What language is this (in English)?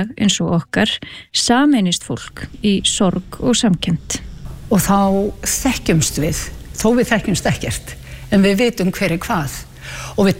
Icelandic